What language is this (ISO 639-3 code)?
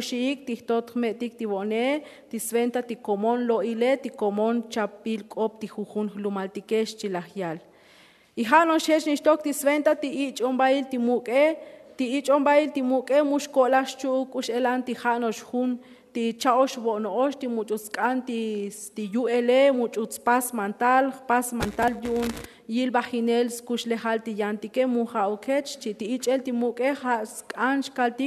tzo